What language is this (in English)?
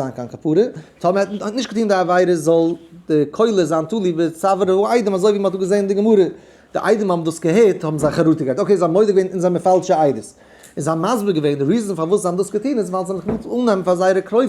Yiddish